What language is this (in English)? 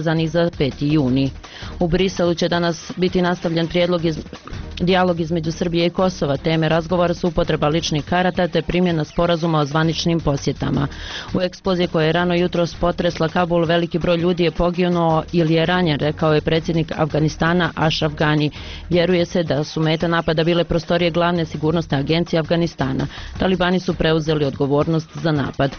Bosnian